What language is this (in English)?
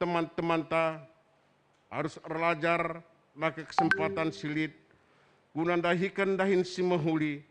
Batak Karo